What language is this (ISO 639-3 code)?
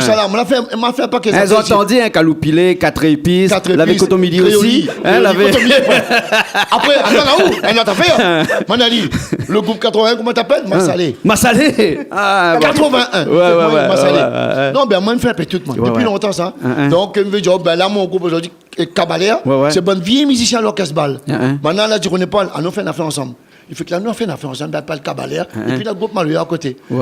rcf